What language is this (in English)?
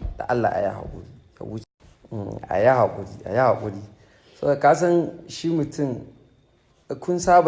Hausa